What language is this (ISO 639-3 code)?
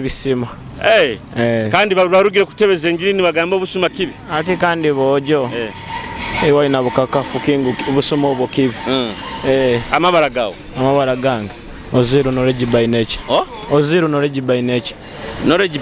nyo